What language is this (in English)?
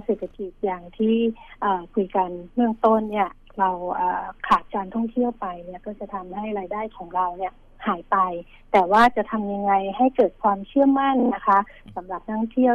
Thai